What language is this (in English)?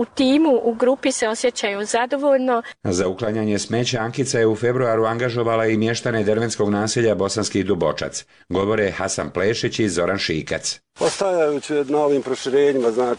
Bosnian